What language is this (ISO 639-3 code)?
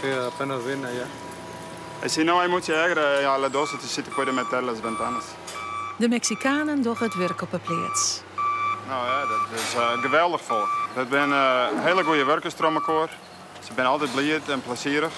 fry